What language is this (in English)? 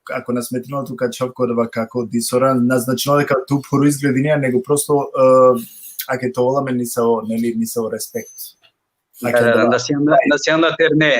Balkan Romani